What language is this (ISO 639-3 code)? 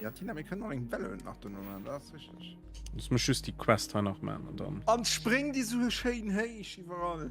ltz